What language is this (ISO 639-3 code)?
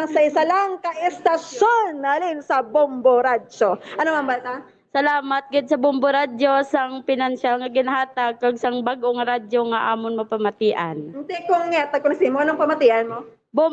hil